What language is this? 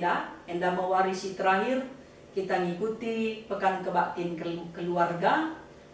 Batak Karo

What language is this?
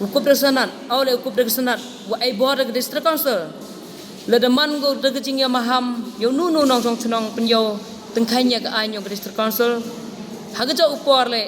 Khasi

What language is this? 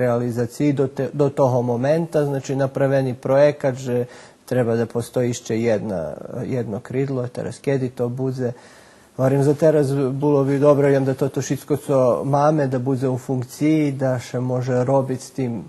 Rusyn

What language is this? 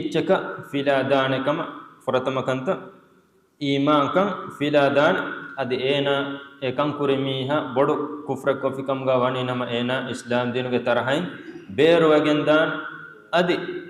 Divehi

